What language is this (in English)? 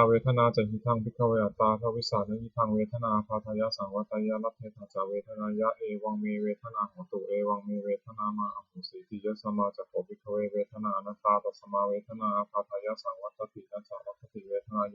Pali